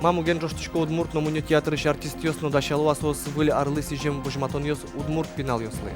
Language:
Udmurt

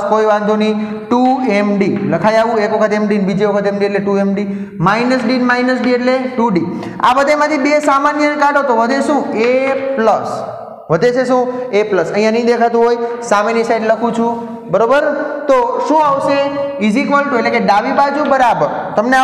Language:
Gujarati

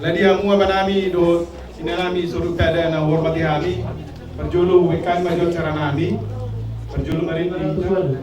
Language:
Batak Toba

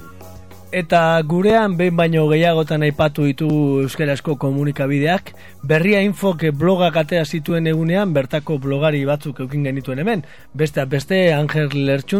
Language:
Basque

